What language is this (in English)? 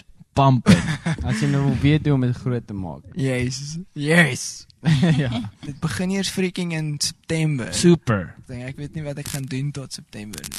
Afrikaans